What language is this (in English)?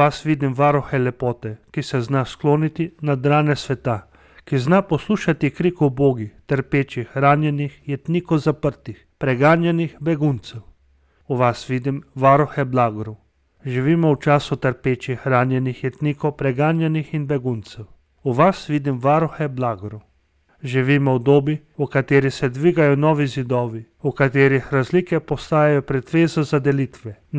Slovenian